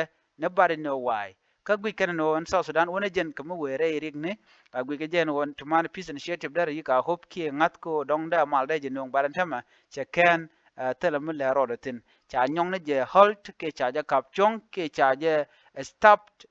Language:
Nuer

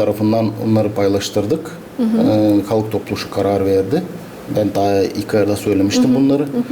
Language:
Gagauz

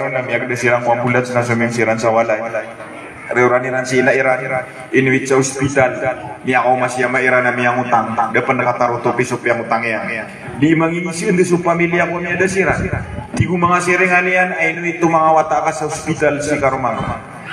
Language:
Maranao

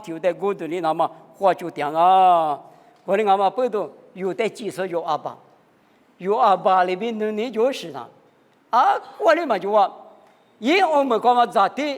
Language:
Lisu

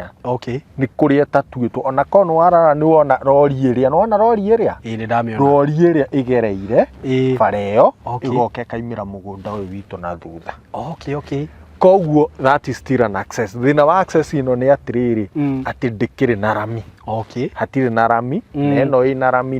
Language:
Kikuyu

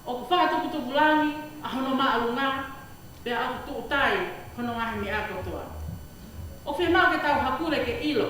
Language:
Tongan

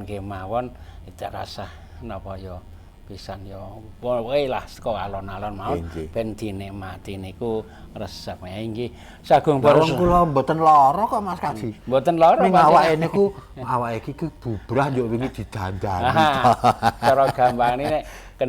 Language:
Javanese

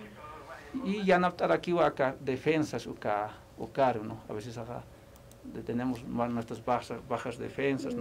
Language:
Aymara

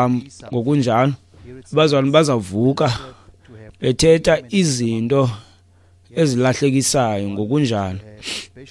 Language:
Xhosa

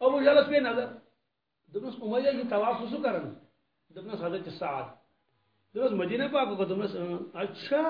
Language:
Kashmiri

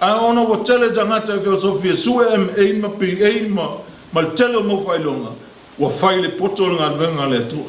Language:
Samoan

